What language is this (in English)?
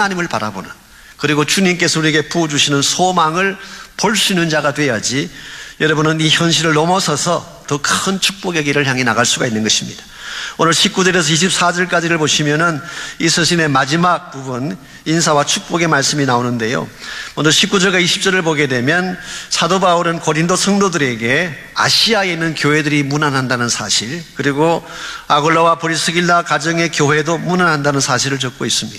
Korean